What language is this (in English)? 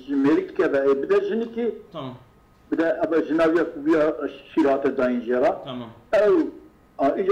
Kurdish